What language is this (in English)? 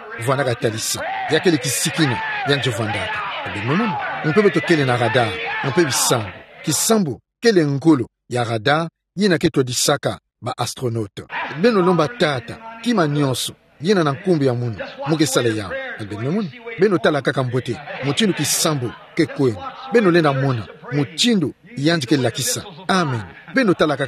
Kituba (Democratic Republic of Congo)